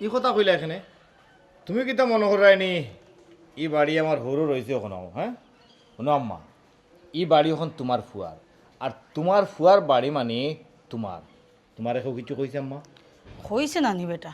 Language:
Sylheti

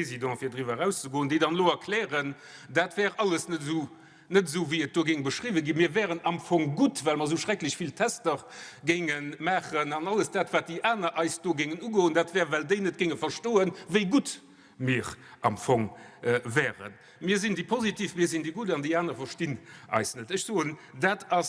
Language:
Luxembourgish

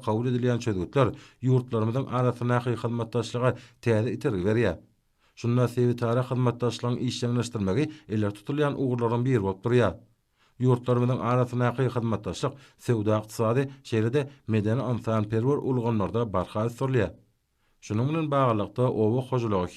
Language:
Turkmen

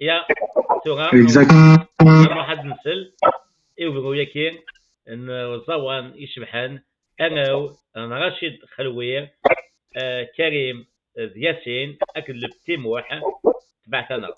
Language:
Kabyle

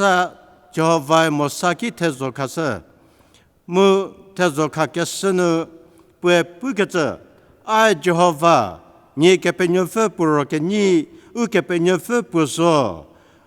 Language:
Angami Naga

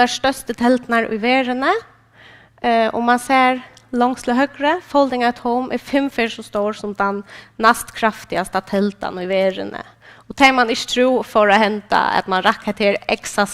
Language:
Faroese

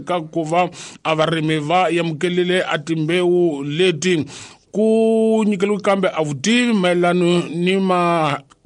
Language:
Tsonga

